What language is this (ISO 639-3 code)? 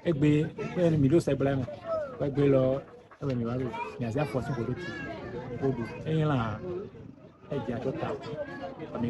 fon